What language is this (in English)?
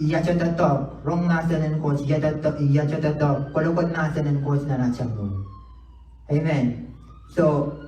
Pohnpeian